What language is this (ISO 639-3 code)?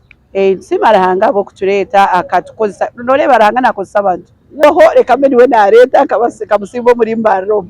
nyn